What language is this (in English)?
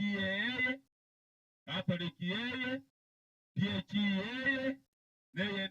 Gusii